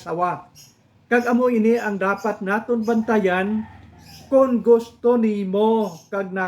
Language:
Hiligaynon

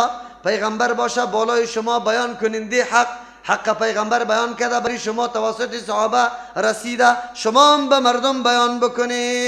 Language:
Persian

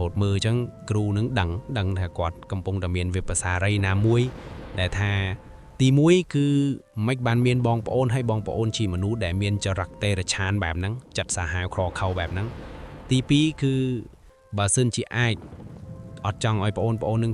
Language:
Khmer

